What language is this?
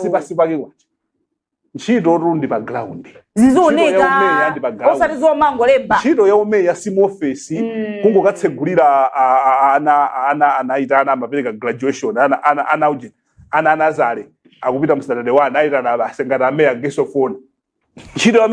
Nyanja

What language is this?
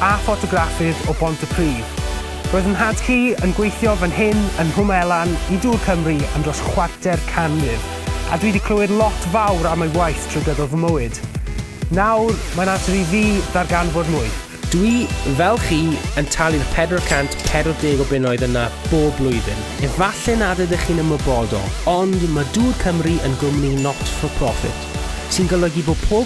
Welsh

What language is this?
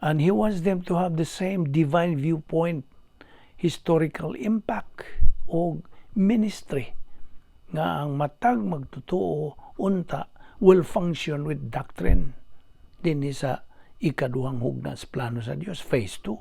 Cebuano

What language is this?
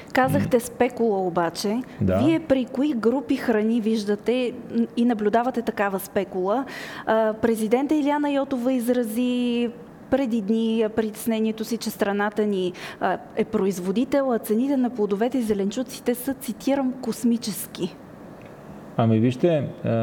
Bulgarian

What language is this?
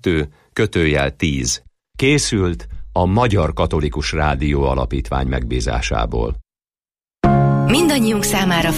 Hungarian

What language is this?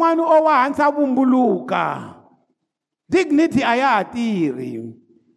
Tsonga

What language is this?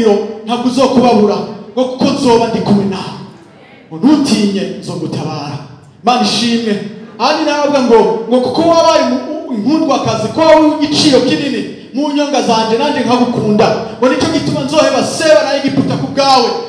Rundi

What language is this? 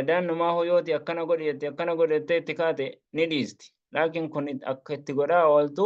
Oromo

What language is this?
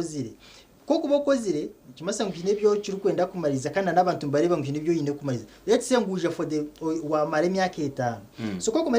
Nyankole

